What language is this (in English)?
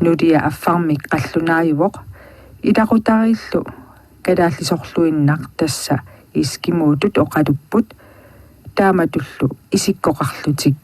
Kalaallisut